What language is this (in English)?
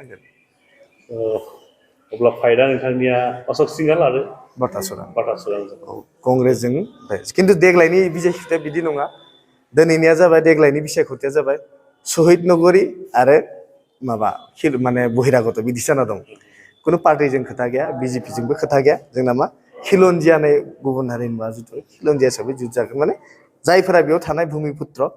Bodo